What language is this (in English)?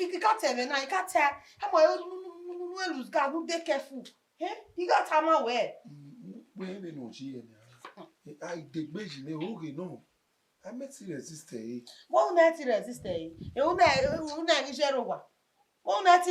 Bini